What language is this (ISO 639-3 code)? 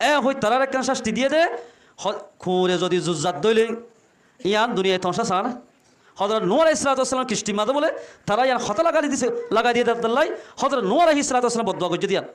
rhg